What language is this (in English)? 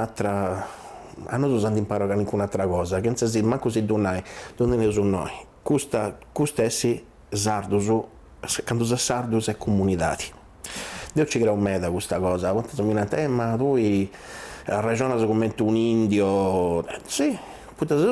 Sardinian